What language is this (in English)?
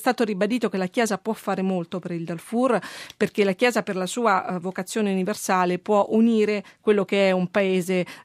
Italian